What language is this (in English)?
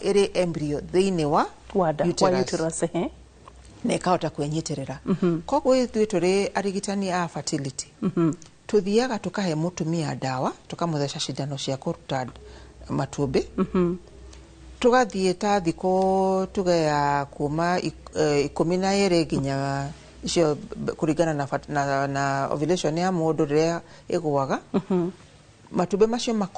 Kikuyu